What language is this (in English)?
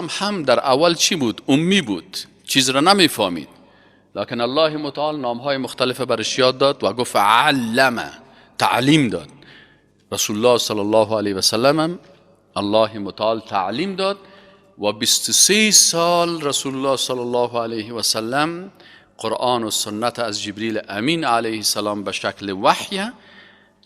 Persian